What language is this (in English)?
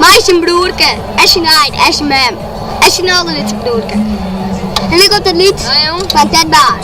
Western Frisian